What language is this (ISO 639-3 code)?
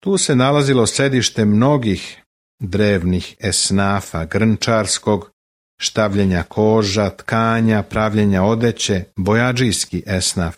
srp